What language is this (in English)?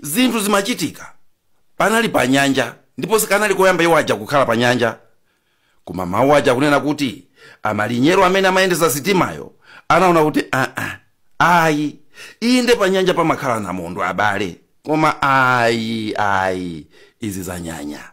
Nyanja